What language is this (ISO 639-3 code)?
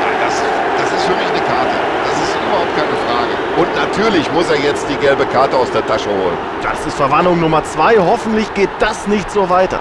bar